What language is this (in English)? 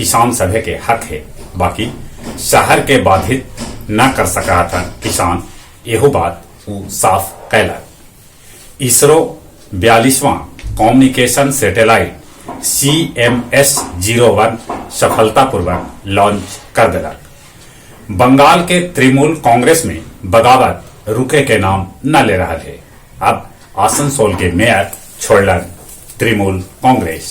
Magahi